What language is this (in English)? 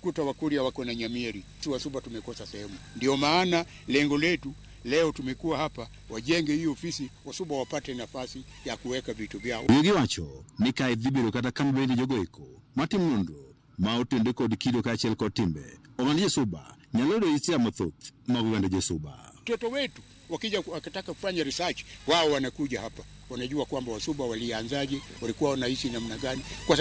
Luo (Kenya and Tanzania)